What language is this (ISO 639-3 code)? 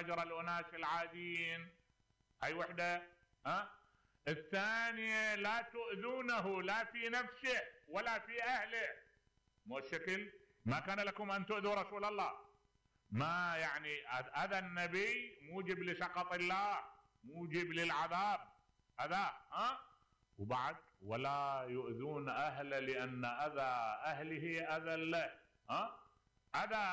acm